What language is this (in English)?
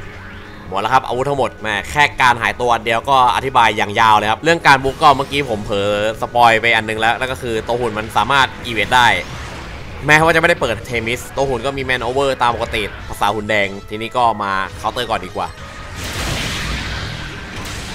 Thai